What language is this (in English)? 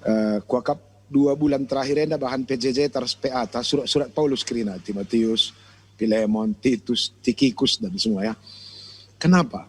Batak Karo